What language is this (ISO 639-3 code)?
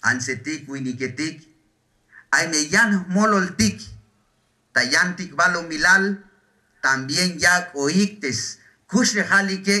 tzh